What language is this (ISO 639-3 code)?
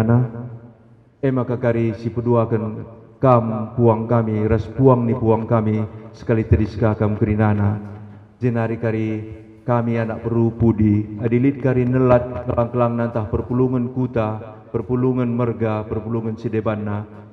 btx